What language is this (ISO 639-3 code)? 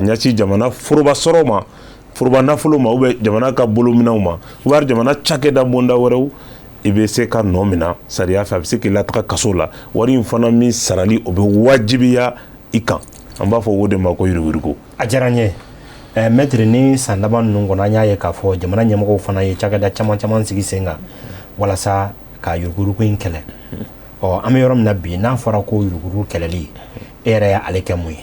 bam